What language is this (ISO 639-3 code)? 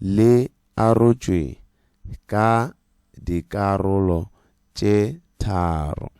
nso